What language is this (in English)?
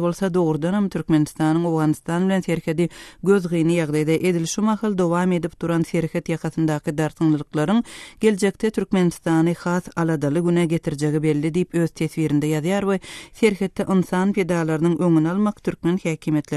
Turkmen